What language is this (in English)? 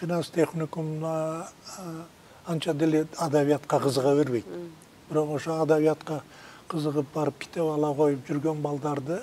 Kyrgyz